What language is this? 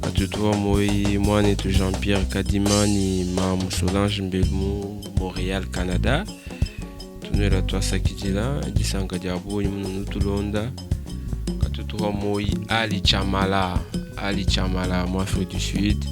Luba-Lulua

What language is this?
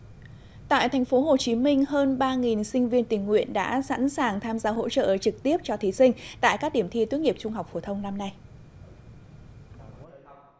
Vietnamese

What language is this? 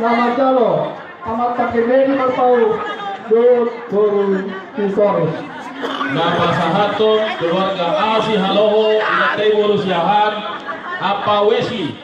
Batak Toba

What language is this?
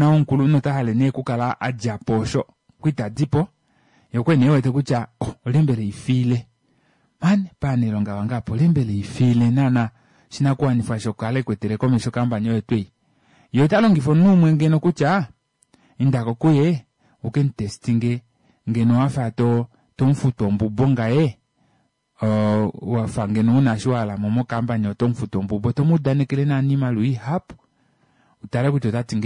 Kuanyama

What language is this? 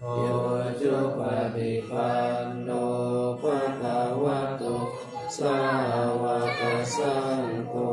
Pali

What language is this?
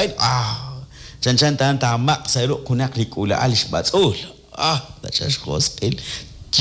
Kekchí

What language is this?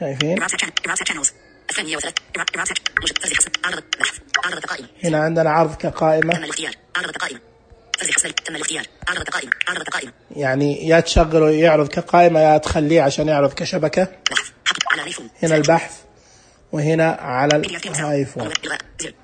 Najdi Arabic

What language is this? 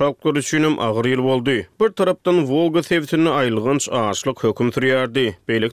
Turkmen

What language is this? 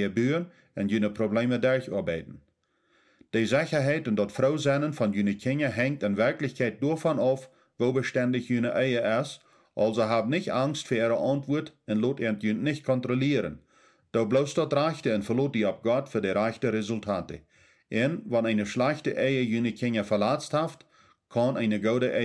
Plautdietsch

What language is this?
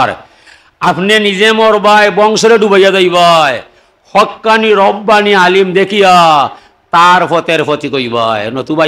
Sylheti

